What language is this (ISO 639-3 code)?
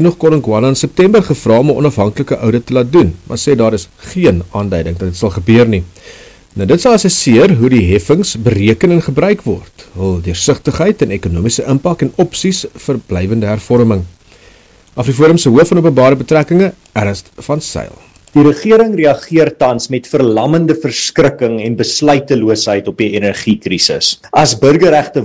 afr